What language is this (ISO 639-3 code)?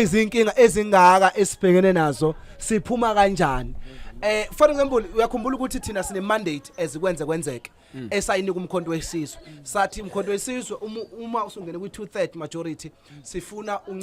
zul